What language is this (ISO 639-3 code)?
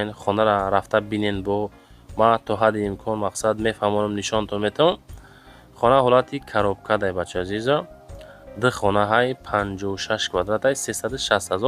tgk